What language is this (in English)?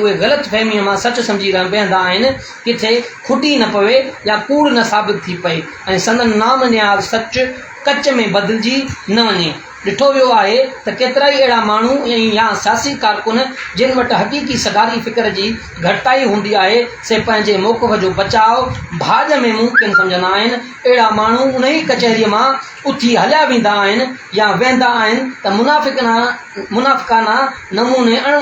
Sindhi